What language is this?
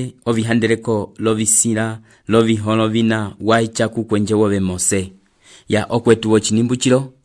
Umbundu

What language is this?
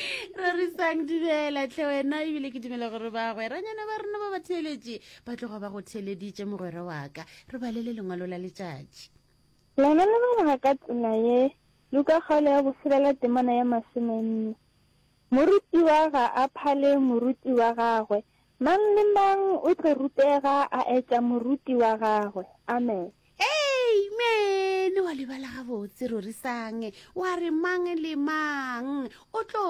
Northern Sotho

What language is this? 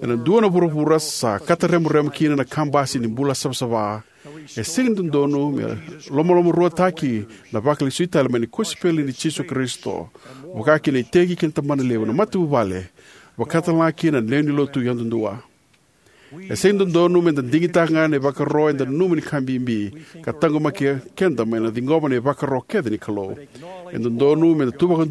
Fijian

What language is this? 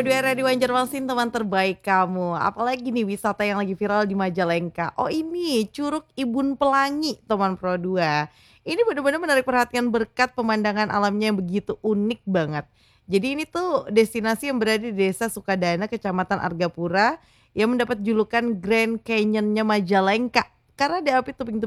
Indonesian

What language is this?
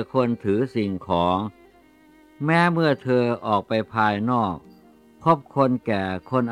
Thai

